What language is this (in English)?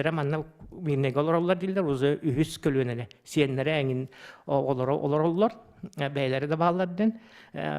Yakut